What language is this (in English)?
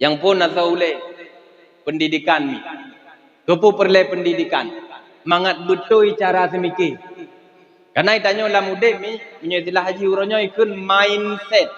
Achinese